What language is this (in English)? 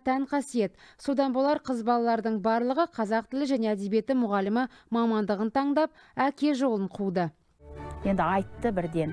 Kazakh